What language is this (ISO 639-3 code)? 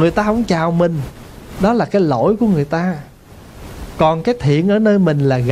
vie